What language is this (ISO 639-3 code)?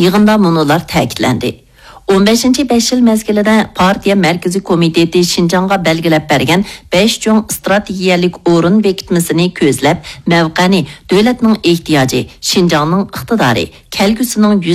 uig